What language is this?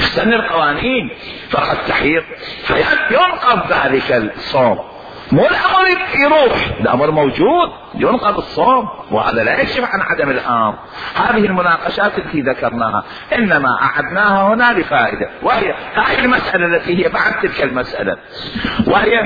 Mesopotamian Arabic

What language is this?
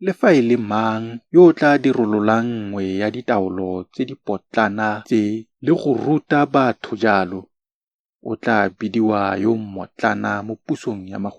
Tswana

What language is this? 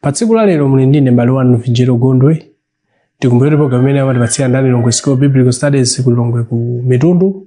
Nyanja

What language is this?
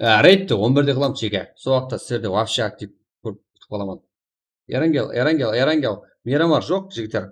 Kara-Kalpak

